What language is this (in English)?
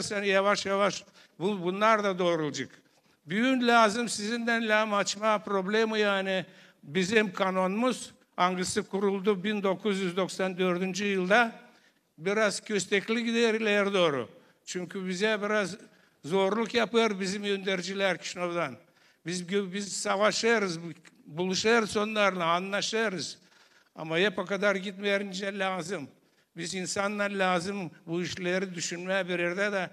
Gagauz